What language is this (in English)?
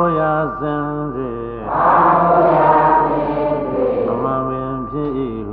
Burmese